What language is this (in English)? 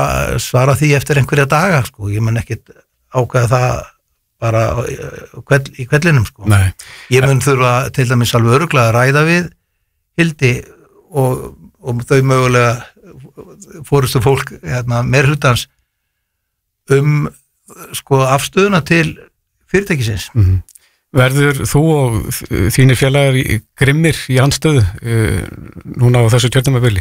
Icelandic